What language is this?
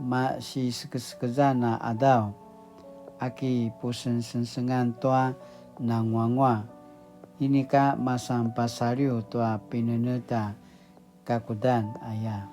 Paiwan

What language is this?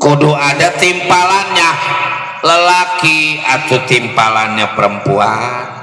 Betawi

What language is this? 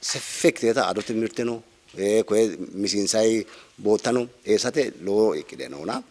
Sidamo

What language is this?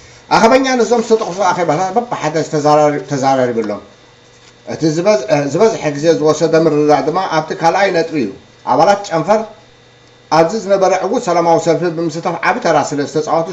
Tigrinya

